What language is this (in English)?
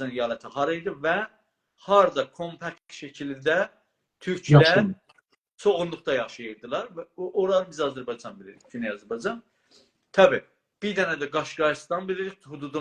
South Azerbaijani